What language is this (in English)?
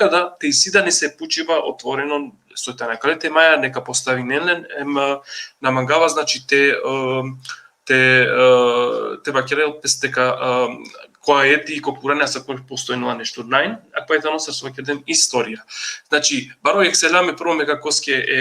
Balkan Romani